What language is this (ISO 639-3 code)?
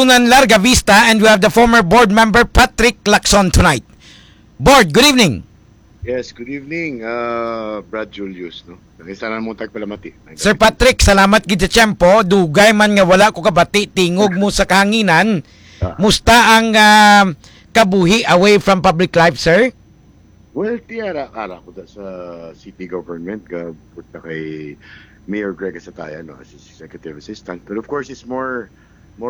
hil